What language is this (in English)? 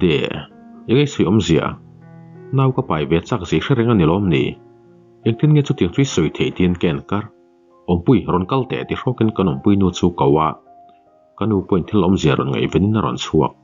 Mizo